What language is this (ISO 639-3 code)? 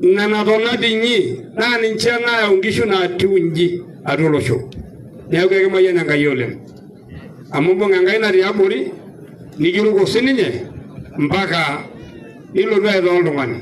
mas